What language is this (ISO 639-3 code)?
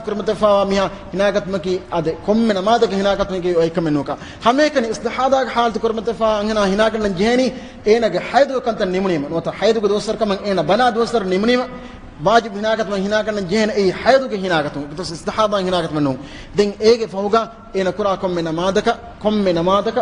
div